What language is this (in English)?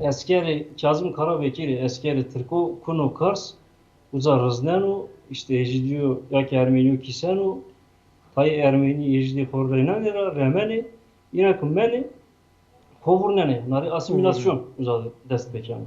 Zaza